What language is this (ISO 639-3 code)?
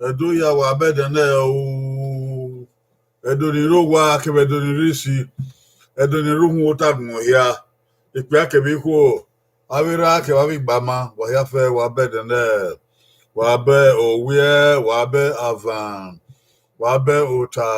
bin